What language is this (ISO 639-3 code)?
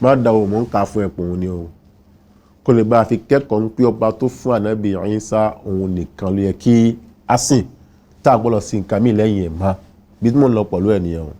yor